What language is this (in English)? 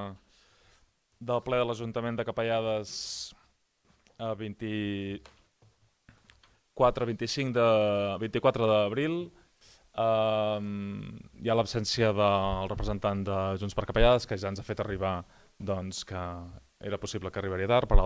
Catalan